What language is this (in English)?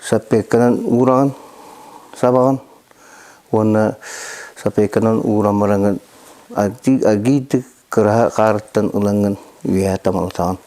Yakut